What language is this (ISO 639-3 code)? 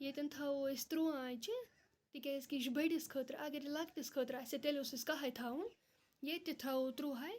kas